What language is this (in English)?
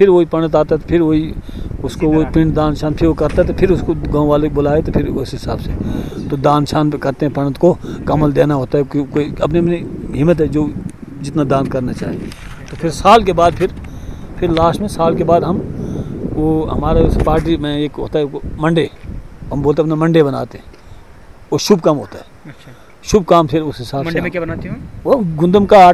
Hindi